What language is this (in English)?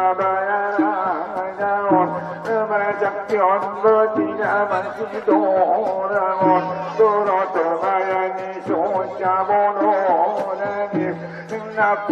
Batak Angkola